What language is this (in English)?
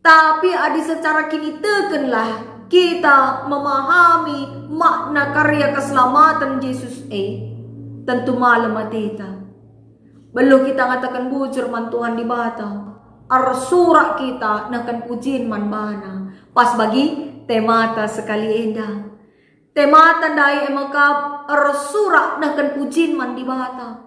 Batak Karo